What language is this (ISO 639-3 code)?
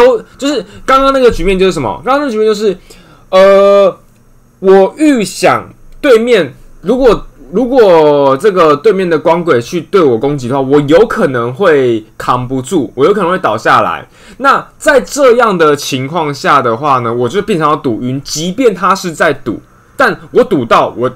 zho